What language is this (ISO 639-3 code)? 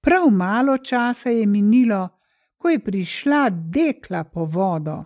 slv